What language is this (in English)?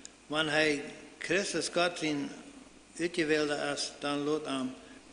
Plautdietsch